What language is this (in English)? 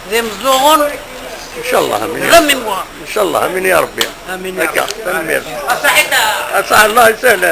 Kabyle